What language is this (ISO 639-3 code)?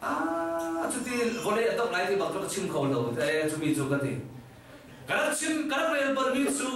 cnh